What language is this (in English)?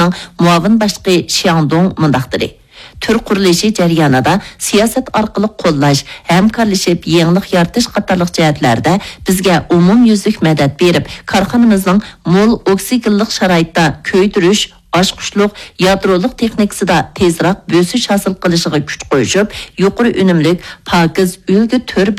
Uyghur